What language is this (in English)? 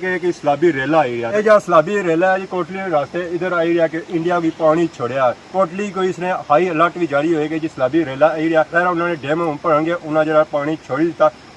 Pahari-Potwari